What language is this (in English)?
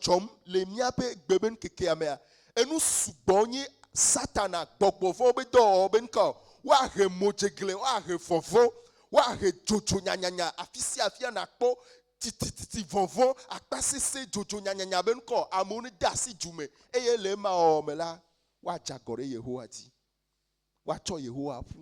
Ewe